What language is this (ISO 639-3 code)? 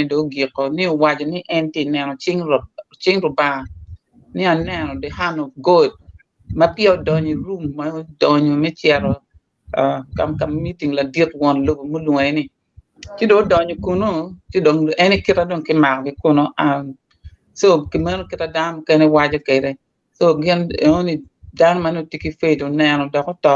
ach